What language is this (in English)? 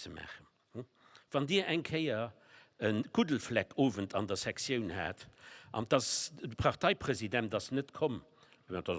Luxembourgish